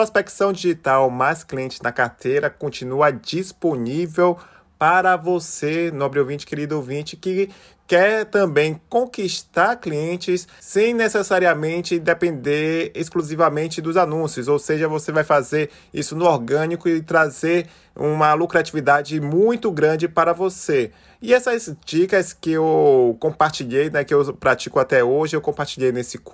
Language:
Portuguese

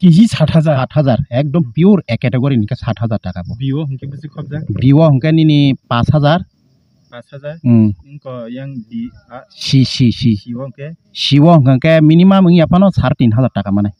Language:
Kok Borok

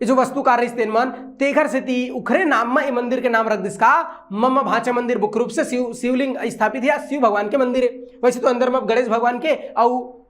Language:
Chhattisgarhi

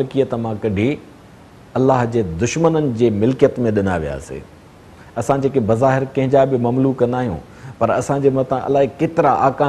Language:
Sindhi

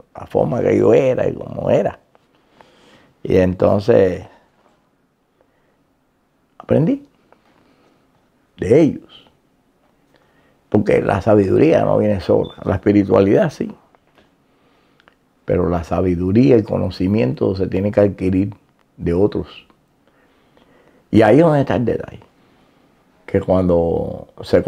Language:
Spanish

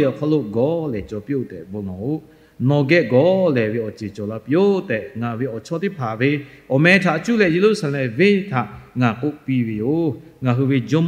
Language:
Lahu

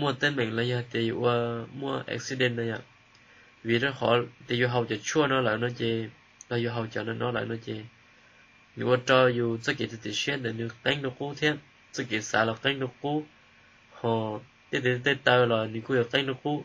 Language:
Hmong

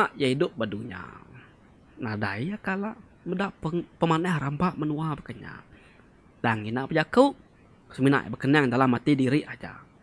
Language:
Iban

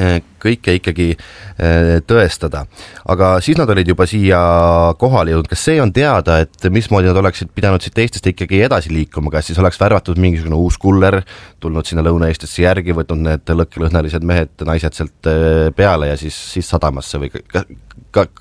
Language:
Estonian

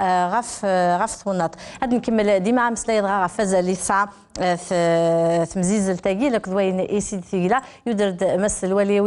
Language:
Kabyle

